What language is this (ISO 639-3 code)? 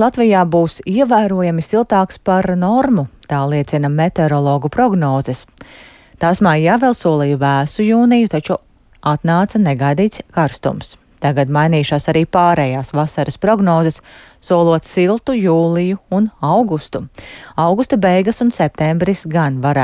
lav